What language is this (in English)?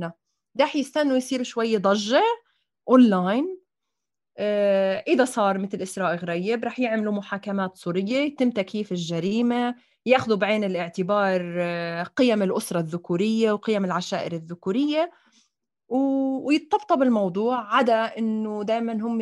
North Levantine Arabic